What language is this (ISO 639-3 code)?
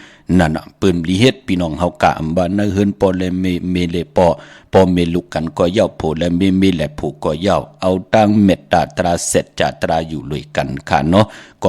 shn